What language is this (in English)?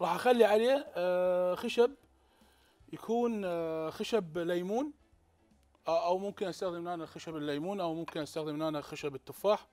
Mesopotamian Arabic